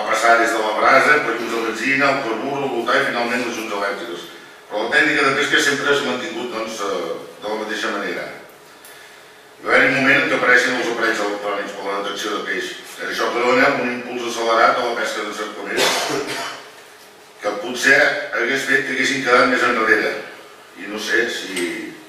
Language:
Catalan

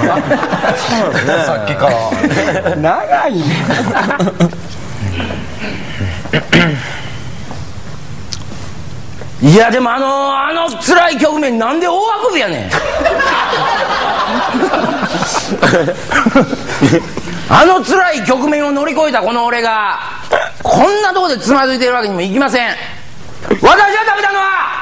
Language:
Japanese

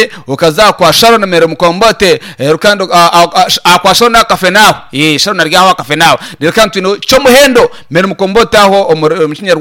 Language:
Nyankole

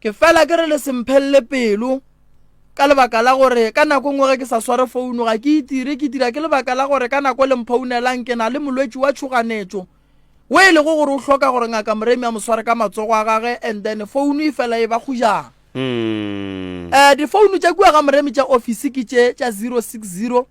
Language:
Northern Sotho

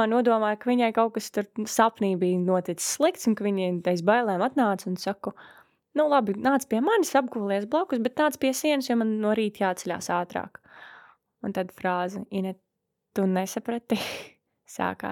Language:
Latvian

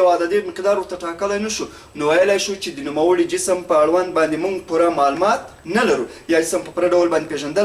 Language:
Pashto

